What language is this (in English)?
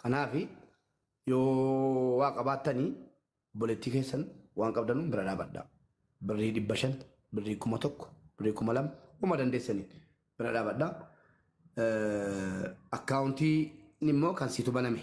Oromo